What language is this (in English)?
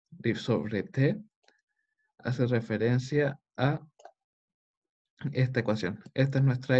Spanish